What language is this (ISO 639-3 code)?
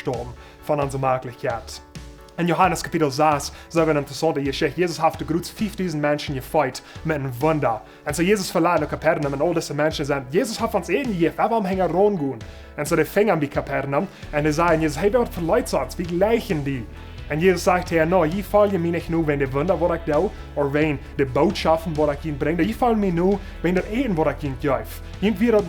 pdt